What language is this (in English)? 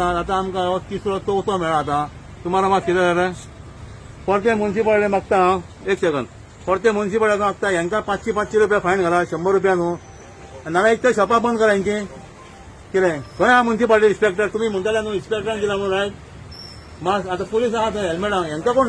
Konkani